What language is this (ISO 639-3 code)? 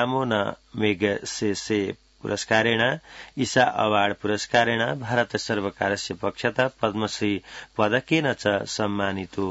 san